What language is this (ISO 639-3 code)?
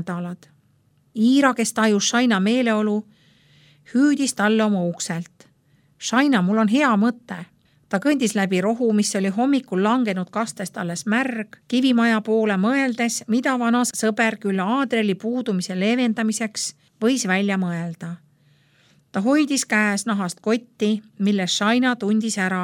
est